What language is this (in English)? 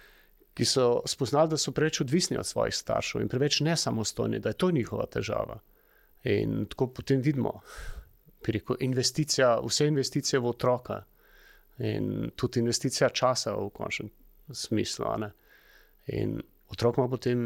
Slovenian